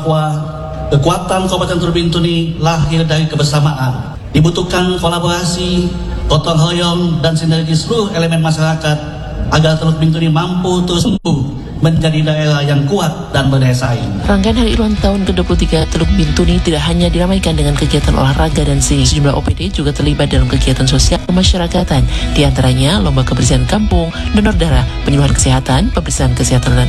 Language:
Indonesian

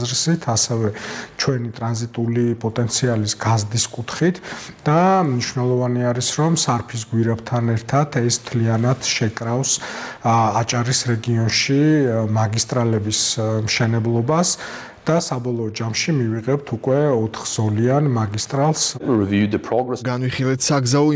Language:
Georgian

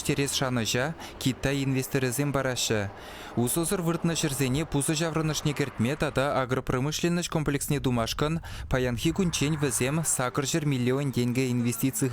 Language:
Chuvash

